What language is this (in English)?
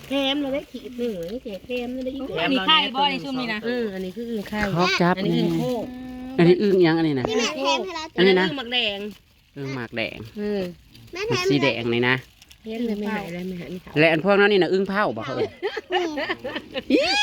Northeastern Thai